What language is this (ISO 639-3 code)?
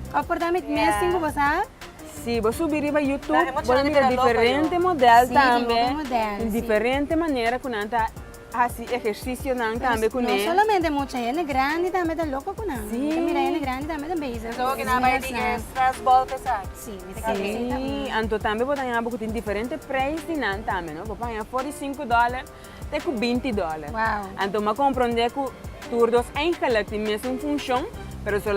pap